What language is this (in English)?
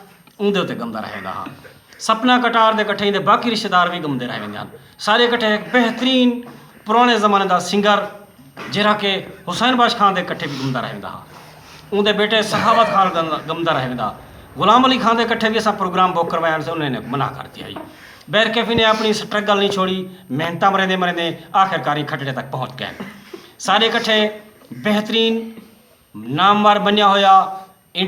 Saraiki